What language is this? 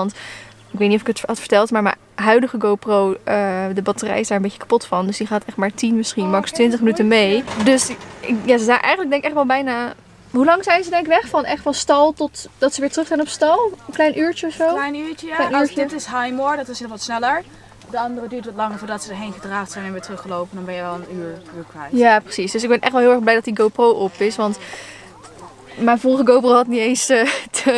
Dutch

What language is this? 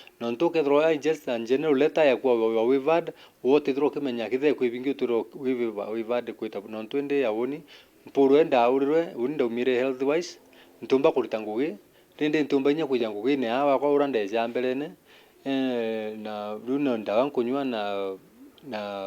Meru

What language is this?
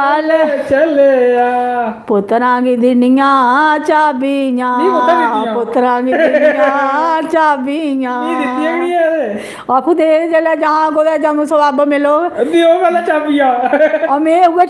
Dogri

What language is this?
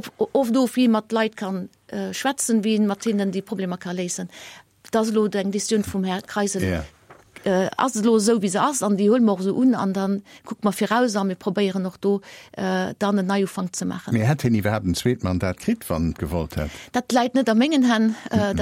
Luxembourgish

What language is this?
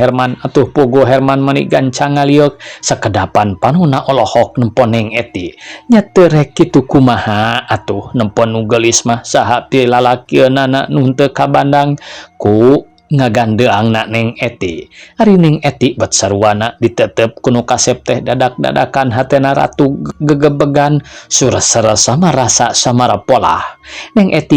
Sundanese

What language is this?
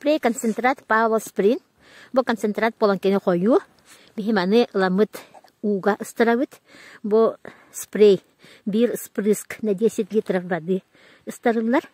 Yakut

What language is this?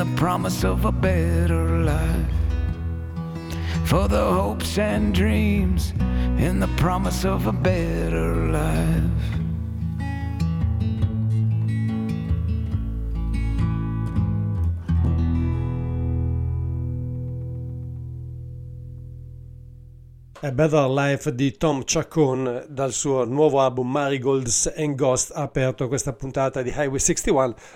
Italian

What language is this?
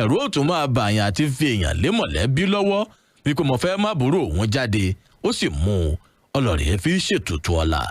Yoruba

